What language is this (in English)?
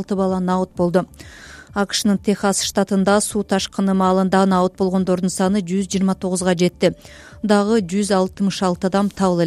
Kyrgyz